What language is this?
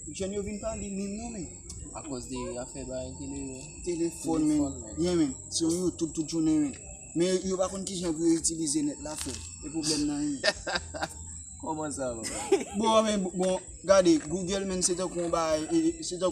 Haitian Creole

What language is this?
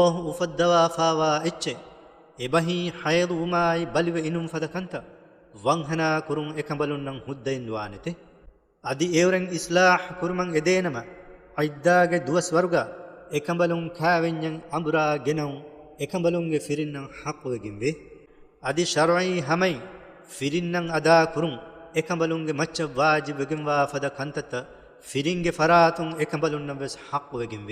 Divehi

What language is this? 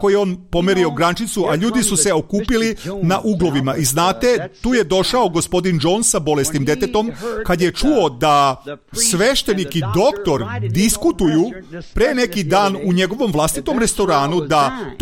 Serbian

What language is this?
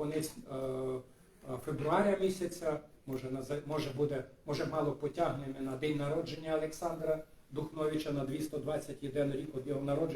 Rusyn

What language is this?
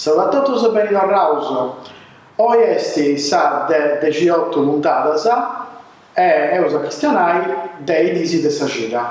Sardinian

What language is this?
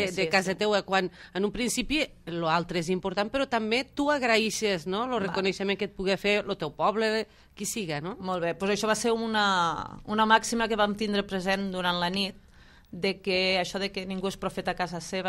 Catalan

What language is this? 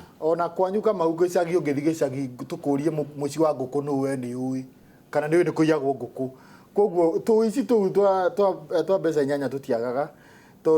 Kikuyu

